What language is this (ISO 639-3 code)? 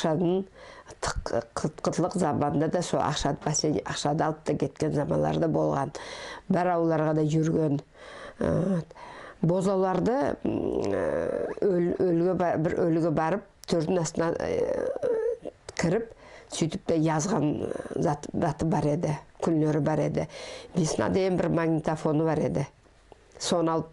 nog